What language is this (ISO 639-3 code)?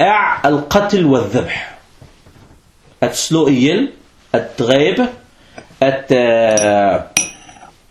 dan